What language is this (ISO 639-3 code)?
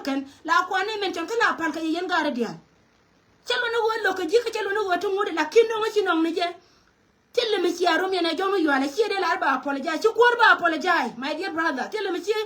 nus